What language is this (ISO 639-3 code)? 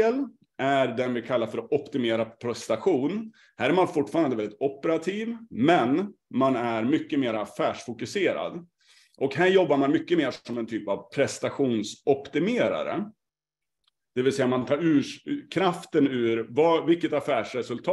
swe